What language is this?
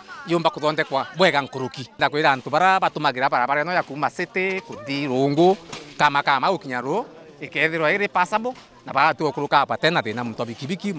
Meru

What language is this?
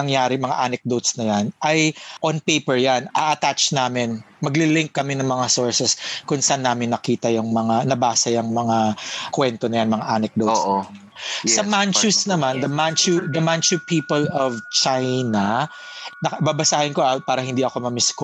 Filipino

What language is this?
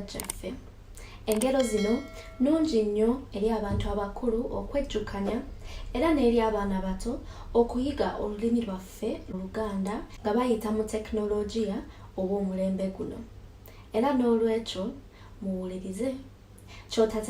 Ganda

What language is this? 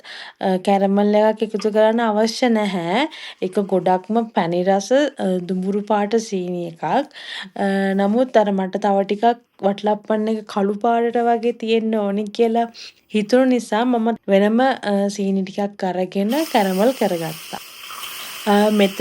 Sinhala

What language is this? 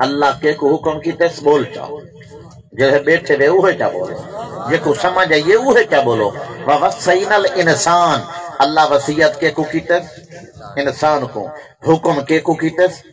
Saraiki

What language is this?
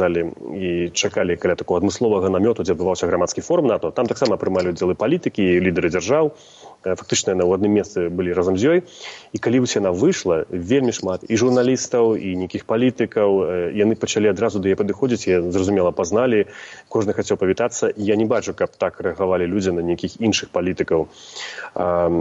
Belarusian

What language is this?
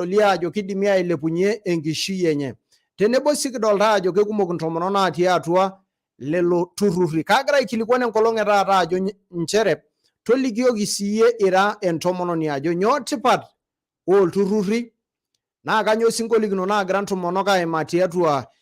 Masai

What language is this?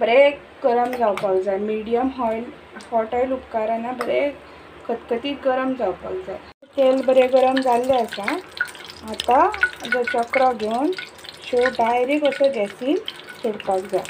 Konkani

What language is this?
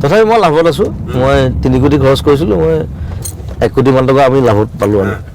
Assamese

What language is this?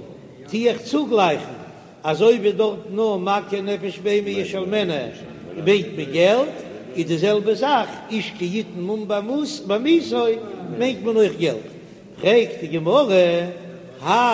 Yiddish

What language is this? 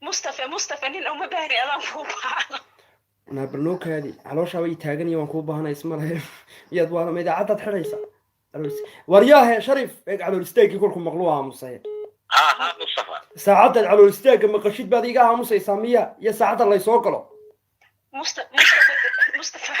Somali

